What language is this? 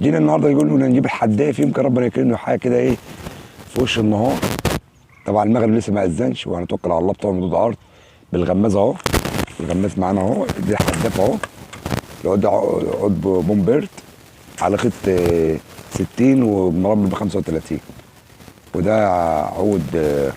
Egyptian Arabic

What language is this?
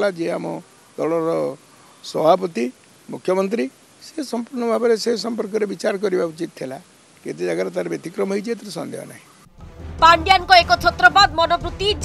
Odia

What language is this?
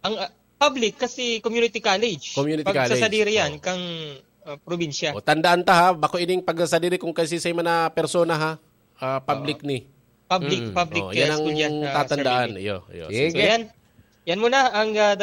Bikol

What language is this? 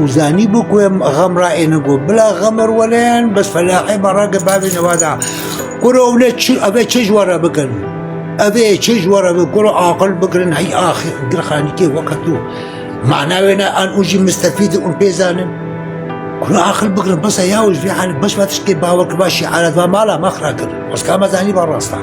Kurdish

